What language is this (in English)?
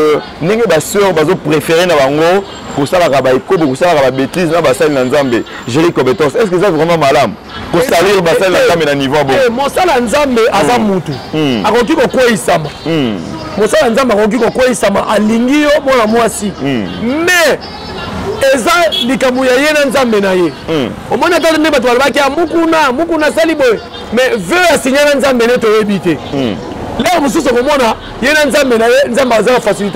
Lingala